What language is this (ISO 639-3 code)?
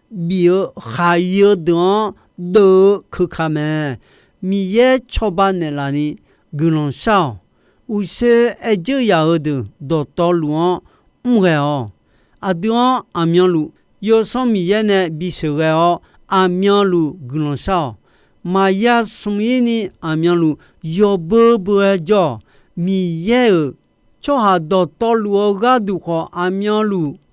ahk